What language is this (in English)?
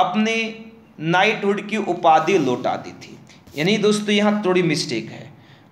Hindi